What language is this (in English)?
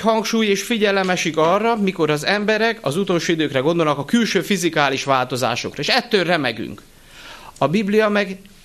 Hungarian